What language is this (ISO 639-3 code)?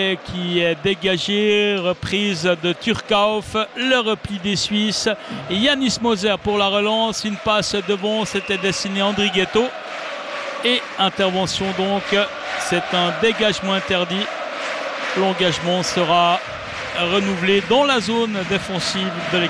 fra